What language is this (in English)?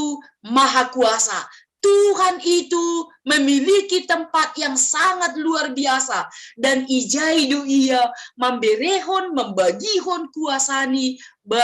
Batak Simalungun